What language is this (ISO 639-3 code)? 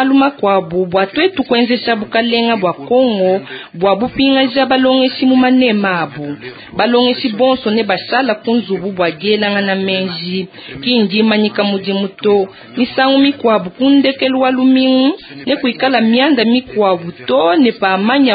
lua